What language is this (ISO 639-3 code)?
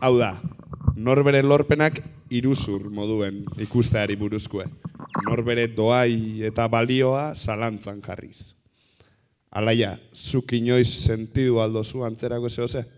eus